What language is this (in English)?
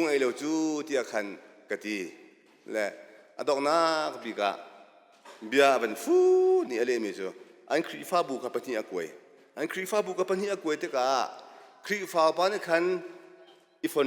Hakha Chin